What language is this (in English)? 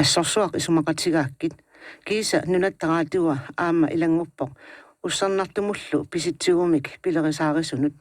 Kalaallisut